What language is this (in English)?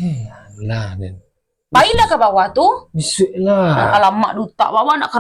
Minangkabau